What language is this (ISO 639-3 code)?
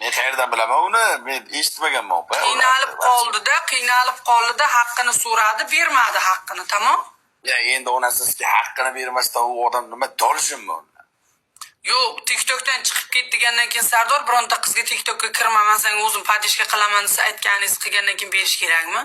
uzb